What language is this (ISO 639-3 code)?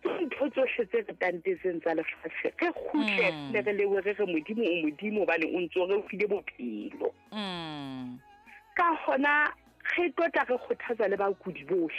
sot